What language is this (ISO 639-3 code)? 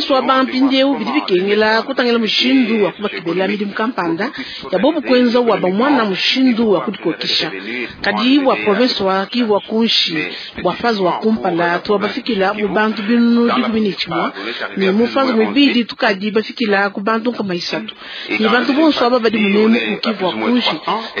lua